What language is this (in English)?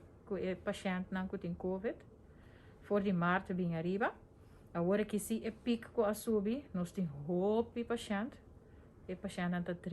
Papiamento